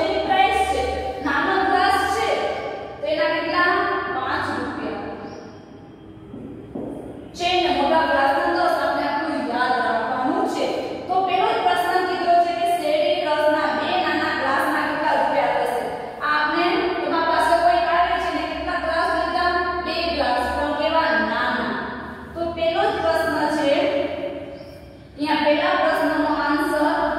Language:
Gujarati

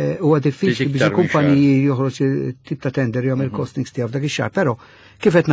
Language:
Maltese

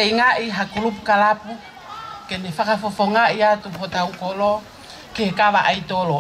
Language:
Tongan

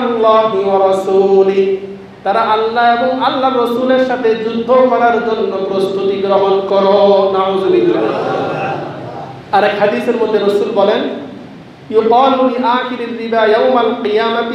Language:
Bangla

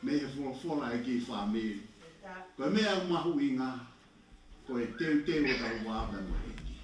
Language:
Tongan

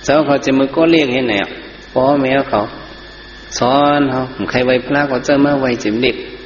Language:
Shan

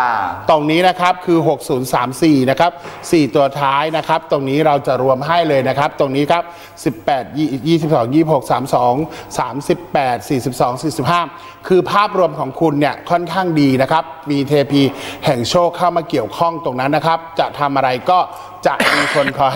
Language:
Thai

